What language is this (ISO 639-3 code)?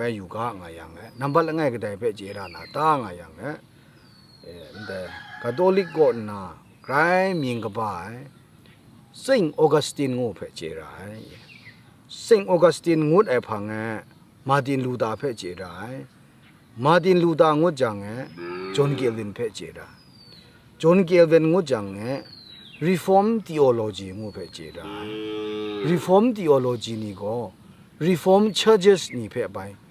kac